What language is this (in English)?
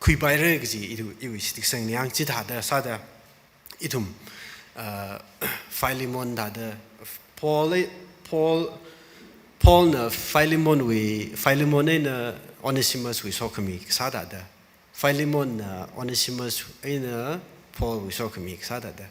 Tangkhul Naga (India)